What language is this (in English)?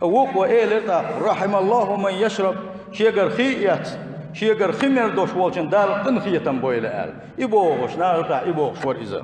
Chechen